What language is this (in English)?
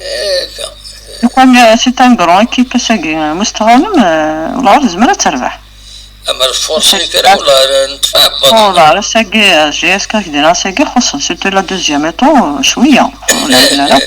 Kabyle